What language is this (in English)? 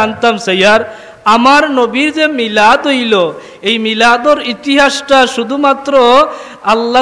Sylheti